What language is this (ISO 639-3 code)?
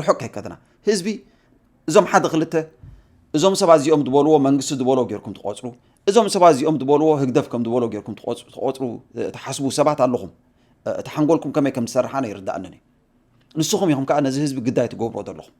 tir